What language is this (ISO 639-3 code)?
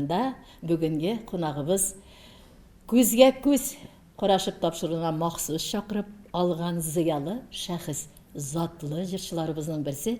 tat